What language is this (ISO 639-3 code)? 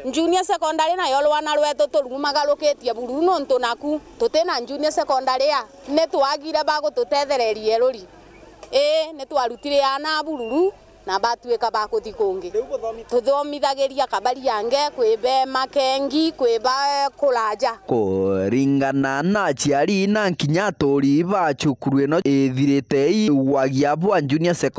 mer